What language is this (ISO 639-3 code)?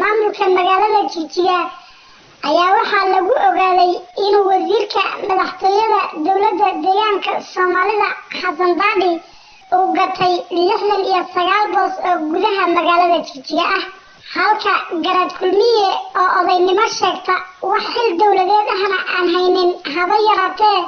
som